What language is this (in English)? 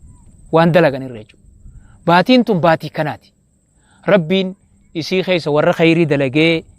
Oromo